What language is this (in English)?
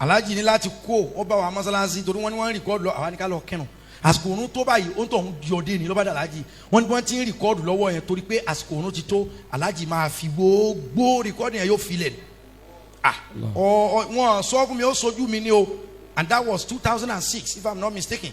Yoruba